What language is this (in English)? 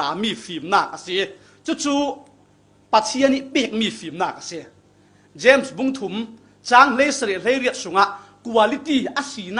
Falam Chin